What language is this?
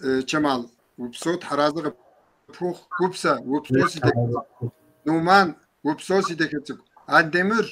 Kabardian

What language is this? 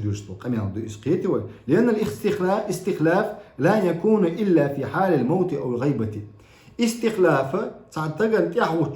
Chechen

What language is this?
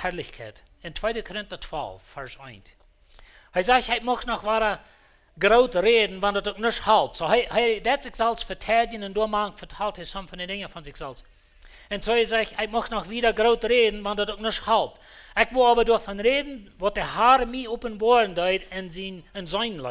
Plautdietsch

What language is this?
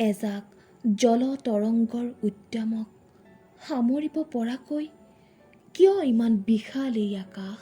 Assamese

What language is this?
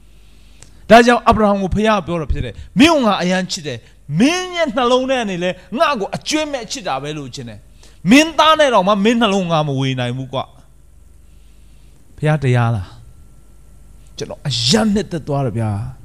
Burmese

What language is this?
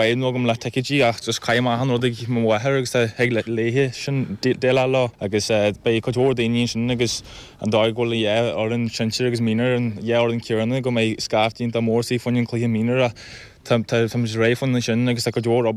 Irish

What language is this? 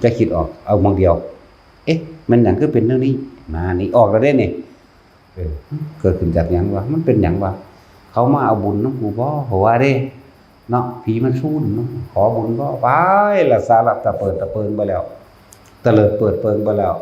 Northeastern Thai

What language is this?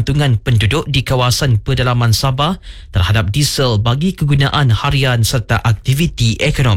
Malay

